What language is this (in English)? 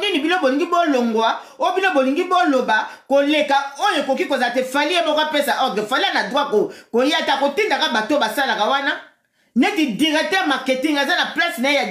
Lingala